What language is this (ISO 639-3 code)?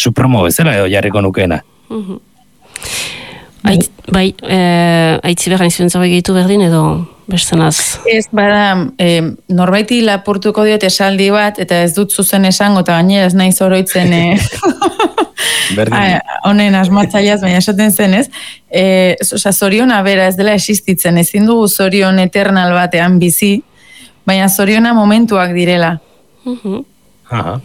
eus